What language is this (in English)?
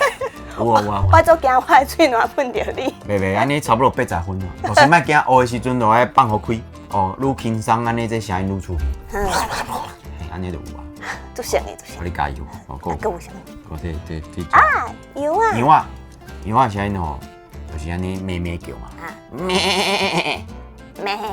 Min Nan Chinese